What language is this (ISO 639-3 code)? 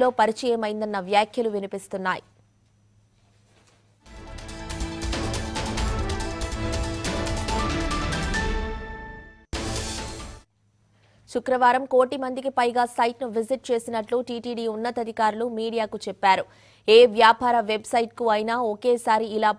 tel